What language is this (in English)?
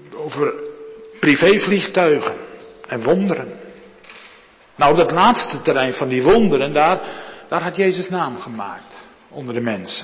Dutch